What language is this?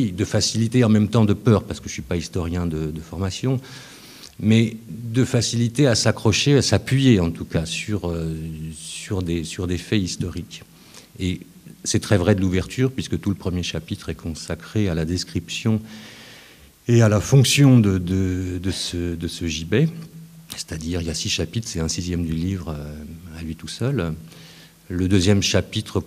French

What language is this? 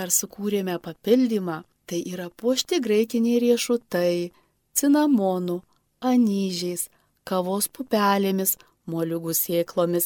Lithuanian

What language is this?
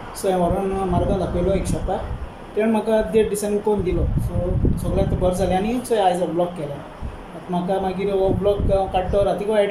Konkani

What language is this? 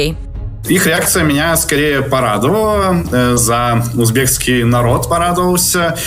Russian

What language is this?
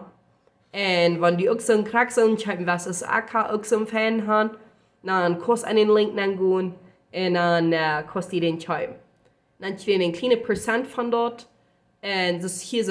Plautdietsch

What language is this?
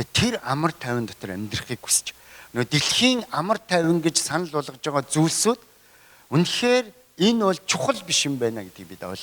Mongolian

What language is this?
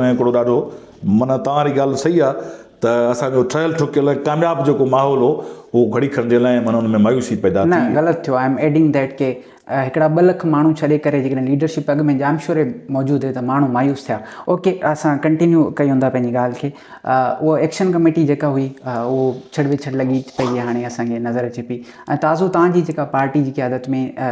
Sindhi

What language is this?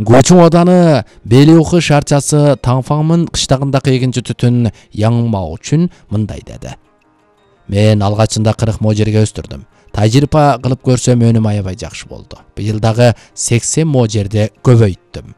Kyrgyz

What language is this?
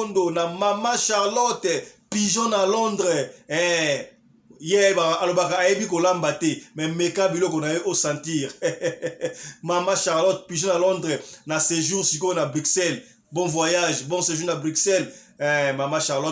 Lingala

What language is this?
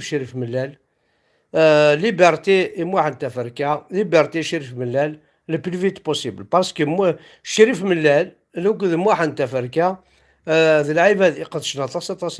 Kabyle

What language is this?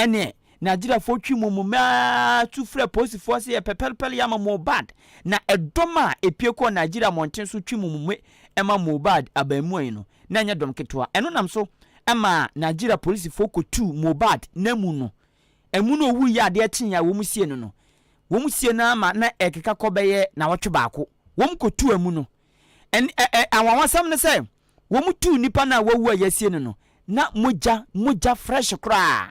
Akan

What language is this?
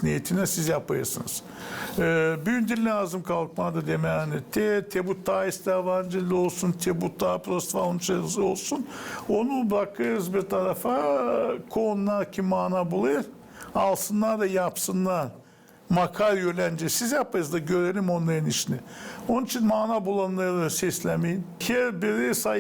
Gagauz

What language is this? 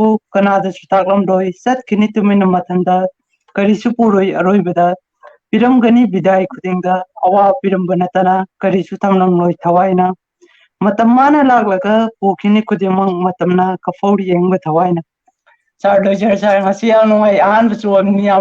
Manipuri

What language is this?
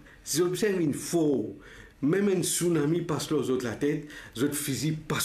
Morisyen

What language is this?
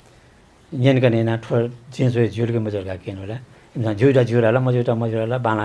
Newari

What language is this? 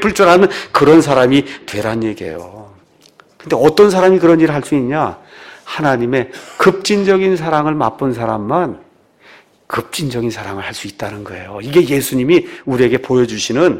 Korean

